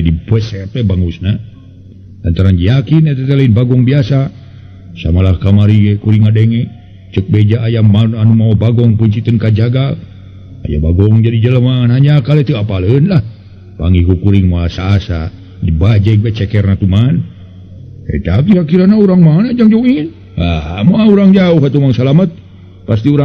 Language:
Sundanese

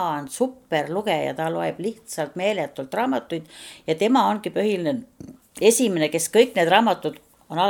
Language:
Estonian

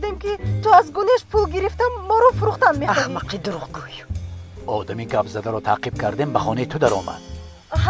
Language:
Tajik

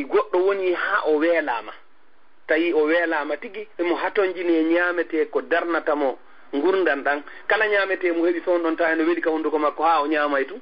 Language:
Fula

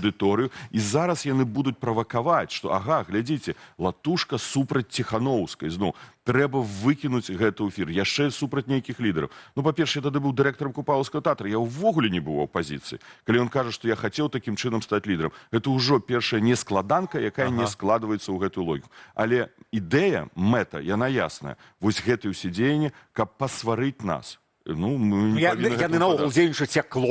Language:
Belarusian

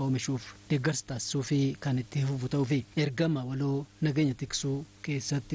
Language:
Oromo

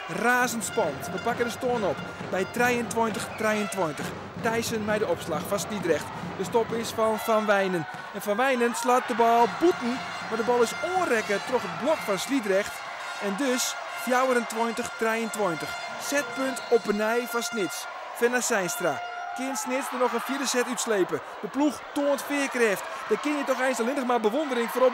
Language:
Western Frisian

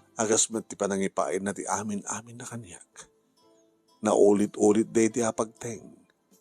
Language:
Iloko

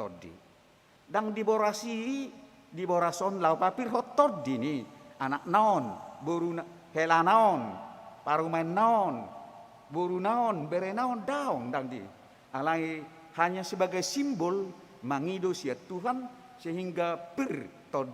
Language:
Batak Toba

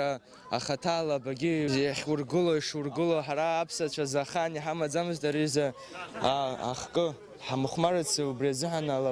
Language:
Abkhazian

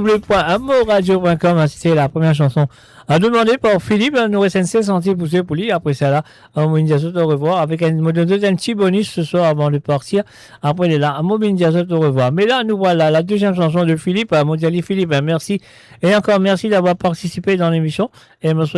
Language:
Morisyen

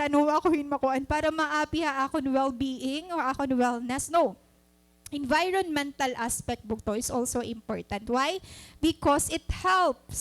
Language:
Waray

